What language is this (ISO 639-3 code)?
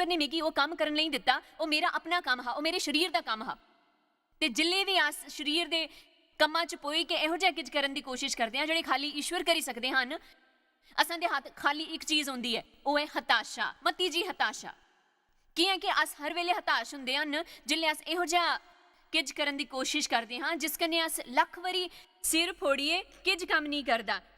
doi